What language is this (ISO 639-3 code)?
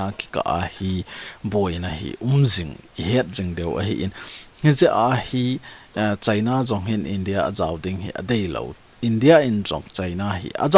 tcz